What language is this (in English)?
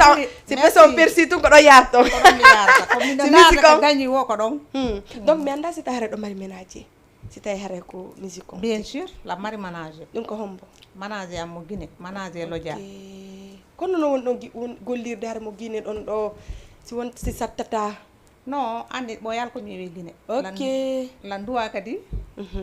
Fula